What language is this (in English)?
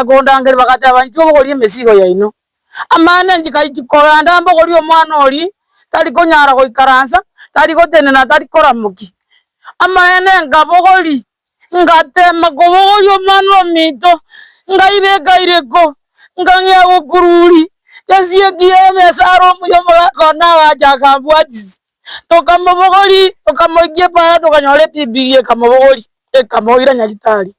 Gusii